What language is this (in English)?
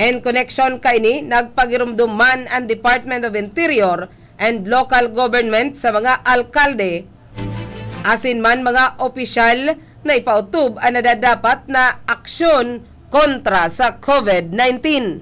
Bikol